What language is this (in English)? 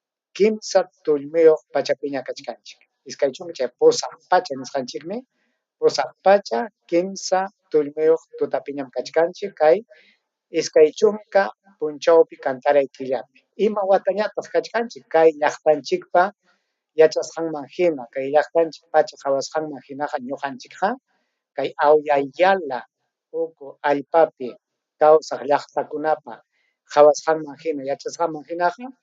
Ayacucho Quechua